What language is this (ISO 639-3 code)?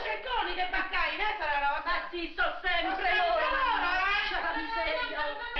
ita